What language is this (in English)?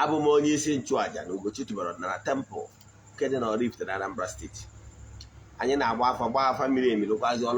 Igbo